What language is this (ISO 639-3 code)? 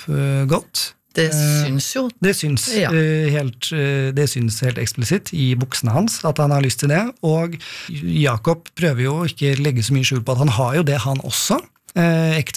nor